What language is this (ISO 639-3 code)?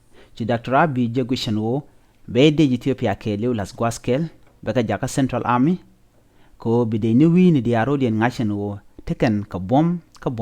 nus